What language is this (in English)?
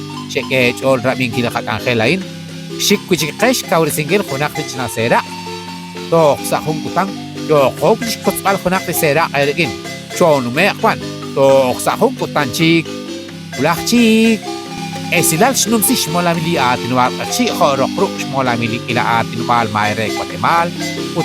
Kekchí